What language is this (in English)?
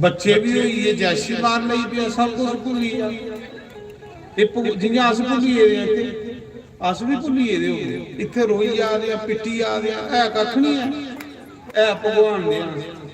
Dogri